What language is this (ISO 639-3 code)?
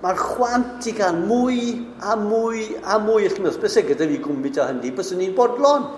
cym